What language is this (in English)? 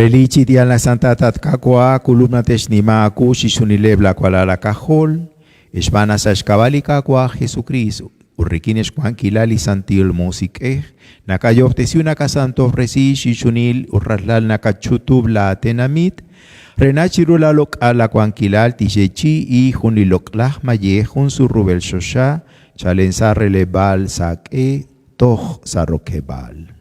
Kekchí